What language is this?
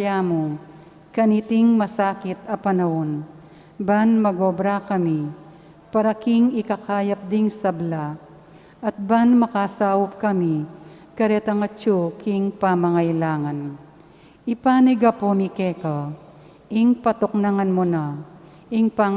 Pampanga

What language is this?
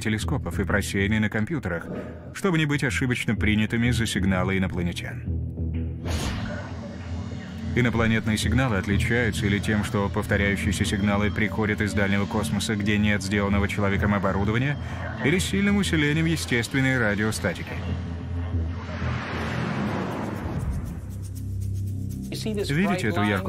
Russian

